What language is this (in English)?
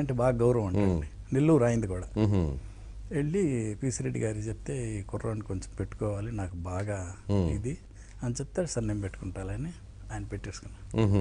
Telugu